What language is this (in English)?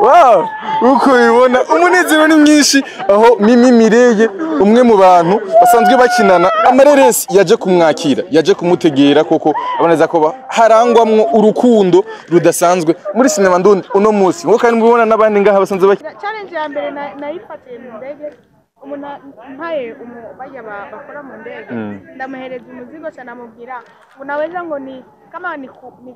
Rundi